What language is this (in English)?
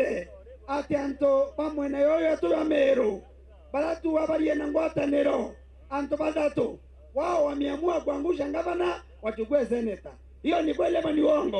Meru